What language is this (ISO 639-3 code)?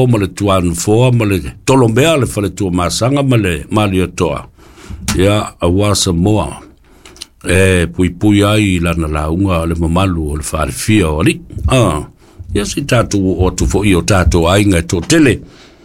smo